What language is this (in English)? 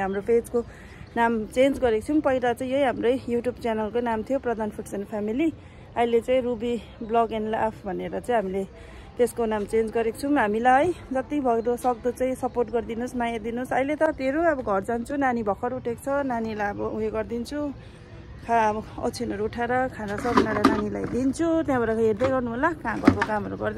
Nepali